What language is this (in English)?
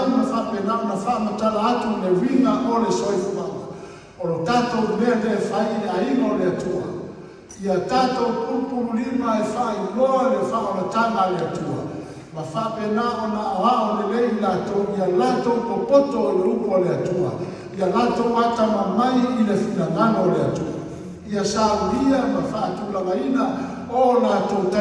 Samoan